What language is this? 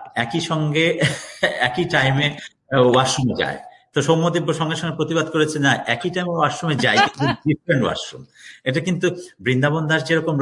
Bangla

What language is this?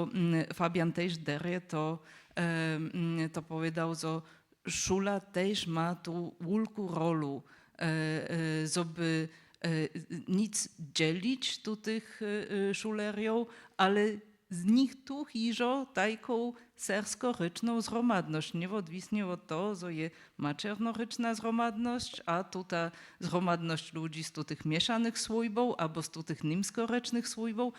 Upper Sorbian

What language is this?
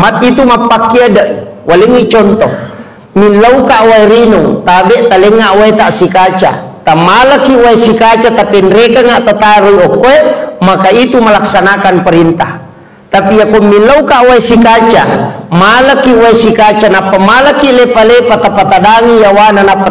Buginese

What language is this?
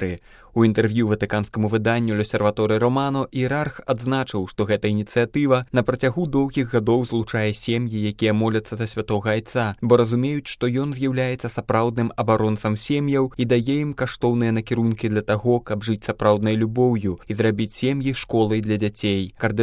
Belarusian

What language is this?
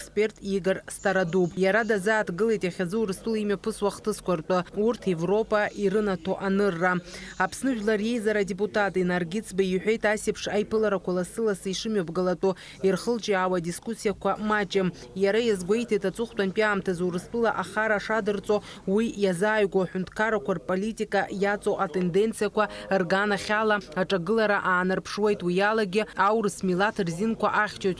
Abkhazian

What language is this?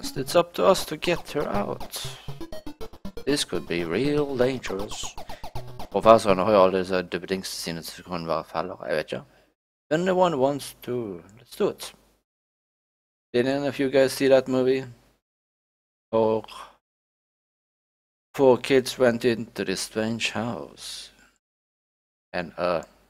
Norwegian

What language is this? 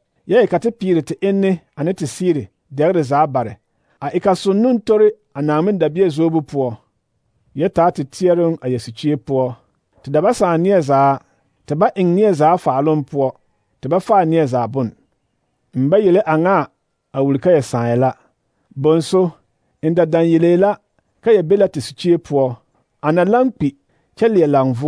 Southern Dagaare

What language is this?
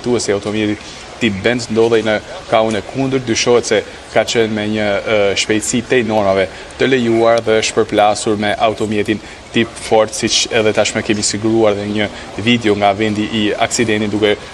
Albanian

